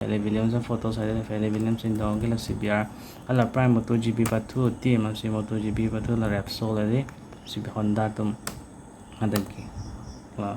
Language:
Karbi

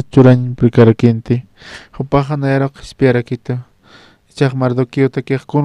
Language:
Aymara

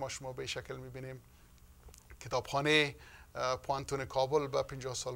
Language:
Persian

